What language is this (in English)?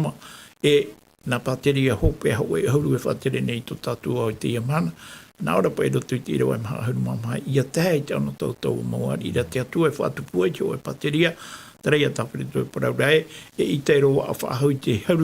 Tahitian